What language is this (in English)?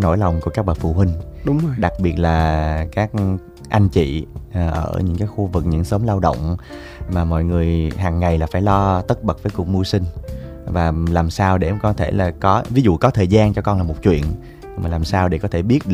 Vietnamese